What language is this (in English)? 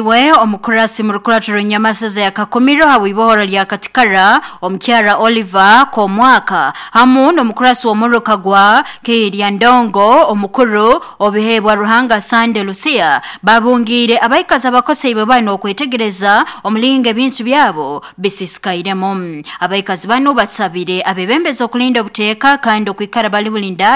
Nyoro